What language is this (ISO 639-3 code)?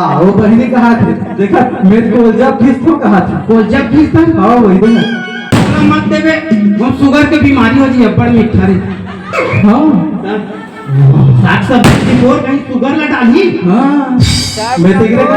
hne